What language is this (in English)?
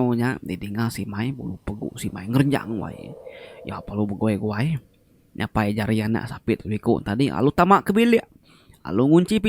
Iban